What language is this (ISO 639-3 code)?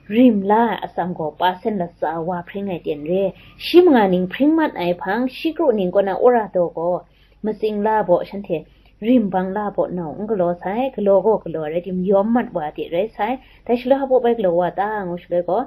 kac